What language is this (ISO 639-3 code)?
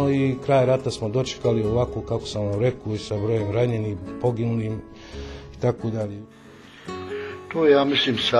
bos